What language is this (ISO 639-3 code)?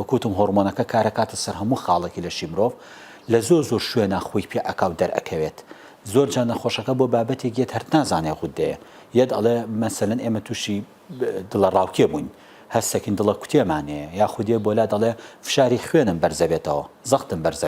ckb